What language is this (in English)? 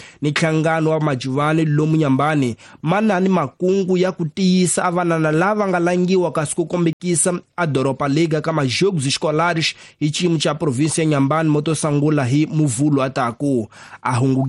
Tsonga